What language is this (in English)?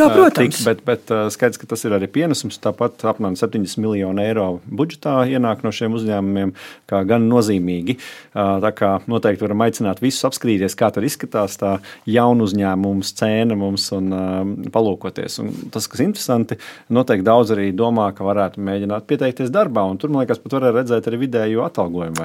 Latvian